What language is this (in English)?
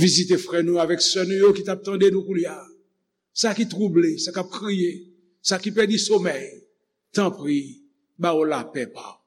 Haitian Creole